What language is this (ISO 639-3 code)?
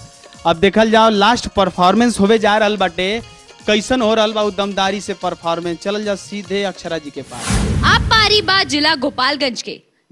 bho